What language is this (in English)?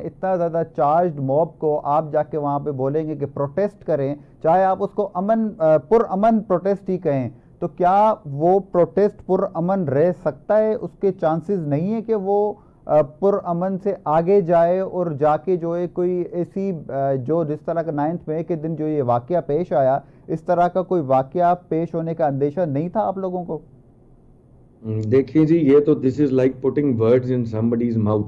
Urdu